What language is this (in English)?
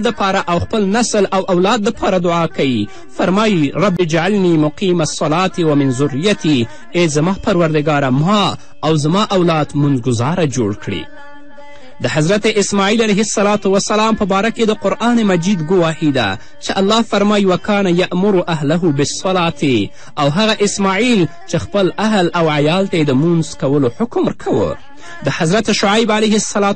Pashto